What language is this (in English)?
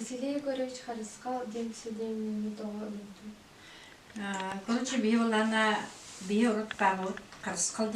Yakut